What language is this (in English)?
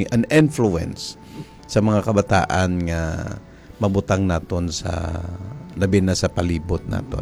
Hiligaynon